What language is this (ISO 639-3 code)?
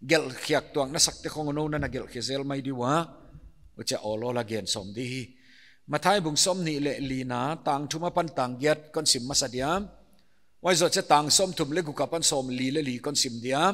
pck